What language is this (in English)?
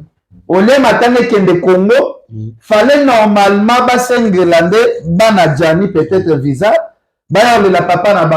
Lingala